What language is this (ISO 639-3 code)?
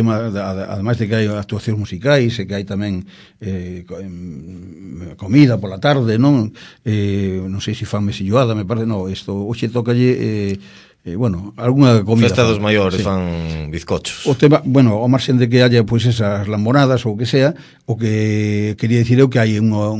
glg